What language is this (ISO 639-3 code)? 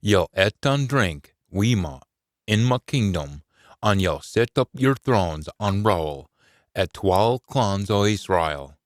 sco